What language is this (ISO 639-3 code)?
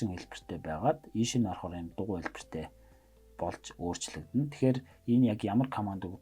mon